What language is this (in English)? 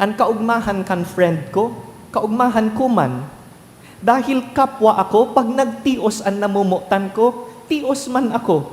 Bikol